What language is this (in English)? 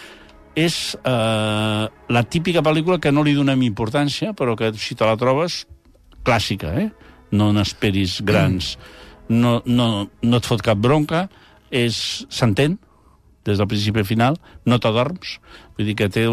Catalan